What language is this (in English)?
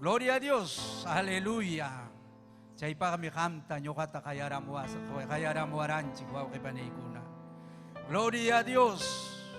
Ayacucho Quechua